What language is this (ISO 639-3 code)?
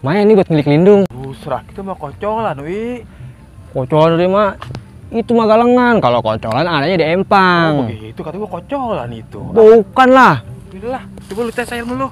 bew